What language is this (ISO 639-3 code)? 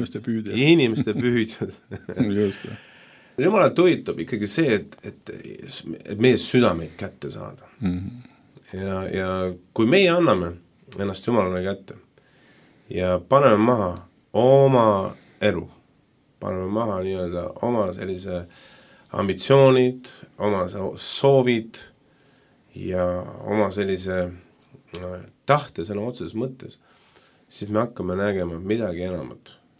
est